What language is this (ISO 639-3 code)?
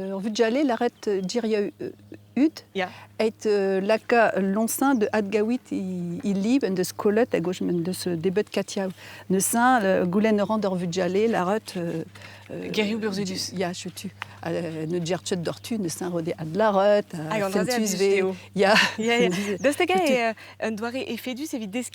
bre